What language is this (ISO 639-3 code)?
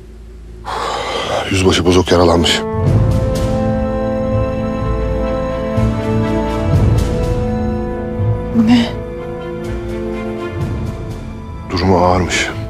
tur